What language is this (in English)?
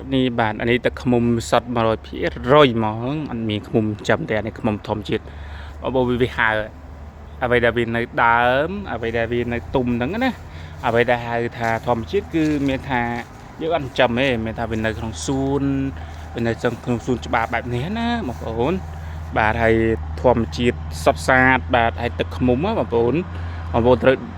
Khmer